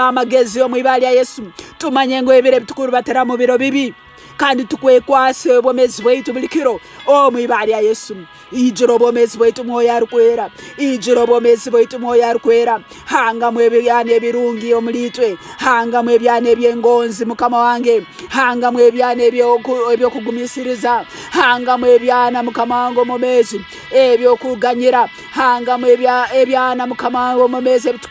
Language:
Tooro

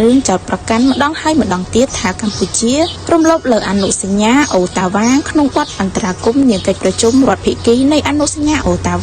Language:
Khmer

